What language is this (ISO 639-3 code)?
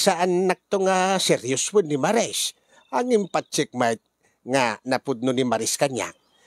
ilo